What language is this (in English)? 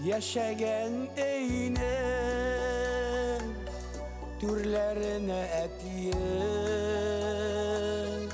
Tatar